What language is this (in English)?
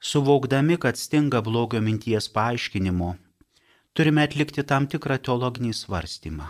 Lithuanian